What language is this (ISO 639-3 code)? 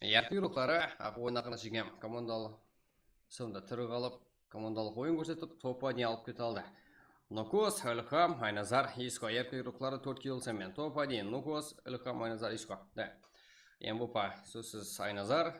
kaa